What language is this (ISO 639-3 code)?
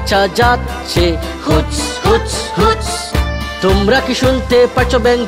ben